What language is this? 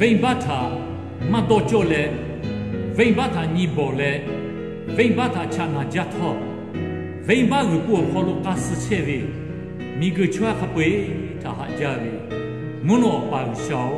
Lahu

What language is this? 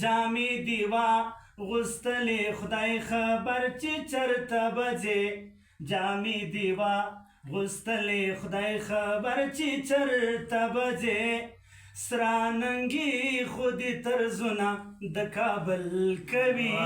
Pashto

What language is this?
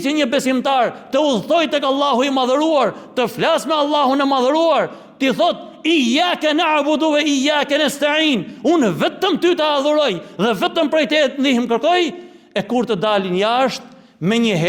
Albanian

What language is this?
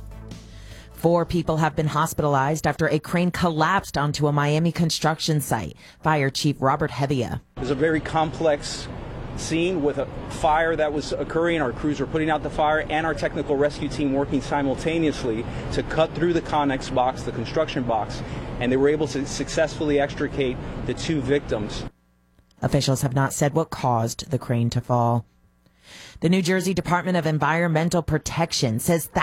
English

